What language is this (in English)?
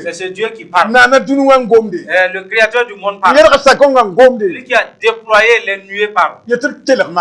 Mossi